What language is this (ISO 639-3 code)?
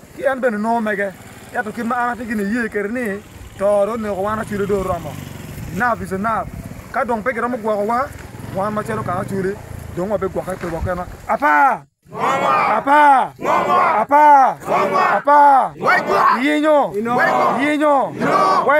ach